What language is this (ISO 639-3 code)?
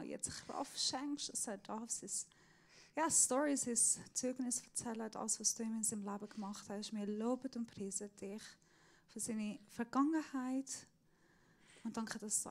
gsw